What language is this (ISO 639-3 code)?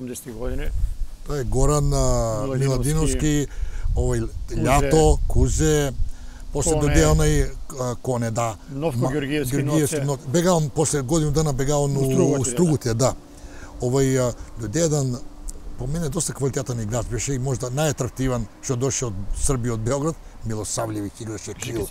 mkd